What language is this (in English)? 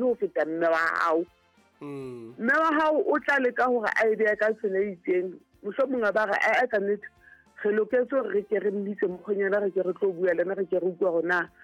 Southern Sotho